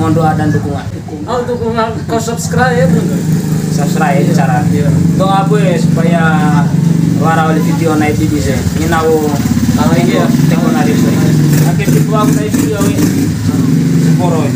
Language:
Bima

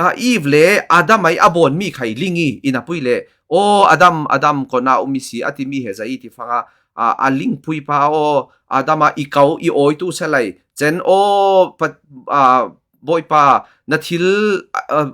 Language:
Falam Chin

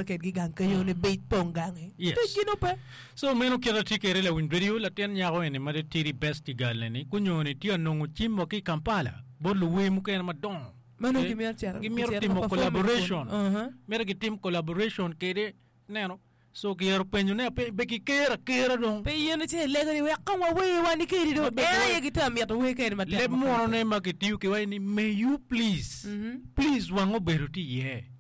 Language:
Acoli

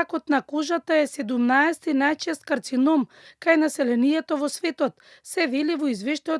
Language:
Macedonian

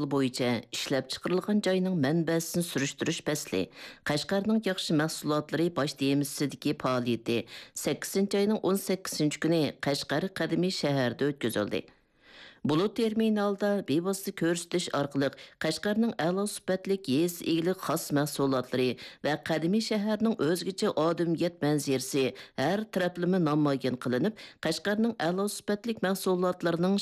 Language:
Uyghur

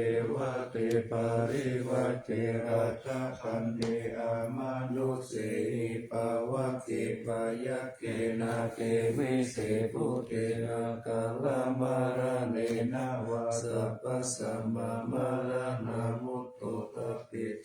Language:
Pali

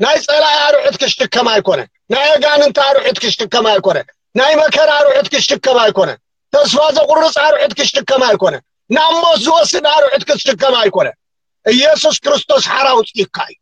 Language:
Tigrinya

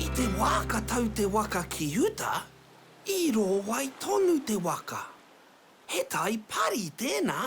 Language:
Māori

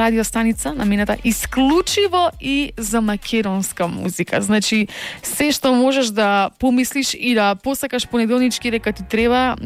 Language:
Macedonian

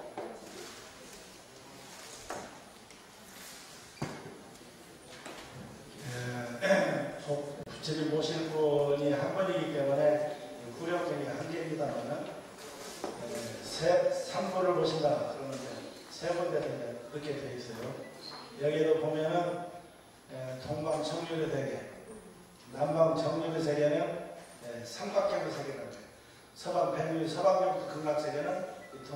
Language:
Korean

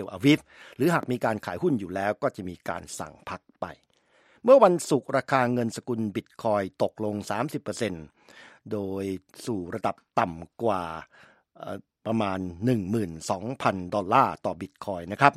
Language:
Thai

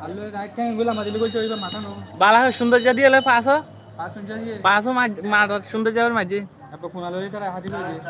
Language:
Rohingya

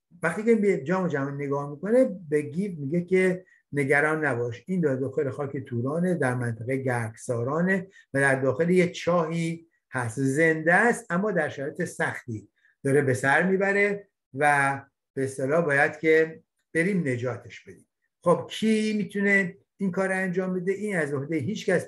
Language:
Persian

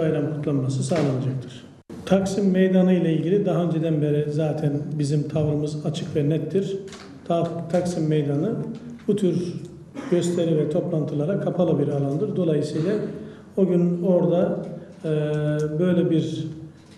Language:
Turkish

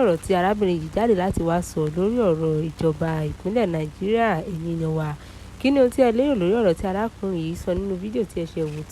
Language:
Yoruba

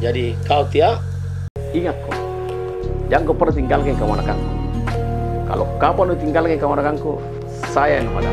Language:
Makassar Malay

